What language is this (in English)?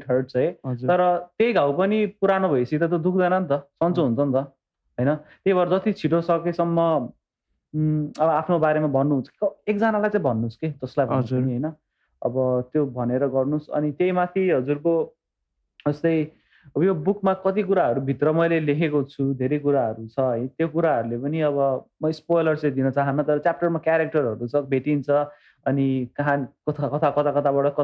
Nepali